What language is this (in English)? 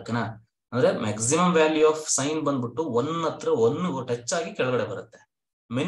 Kannada